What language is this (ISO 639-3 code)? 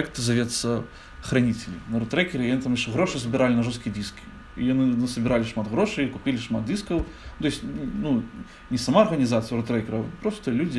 bel